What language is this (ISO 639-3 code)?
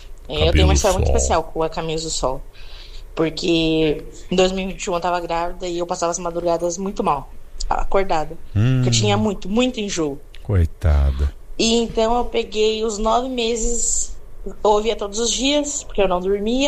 por